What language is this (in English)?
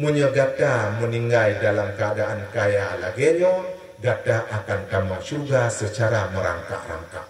Achinese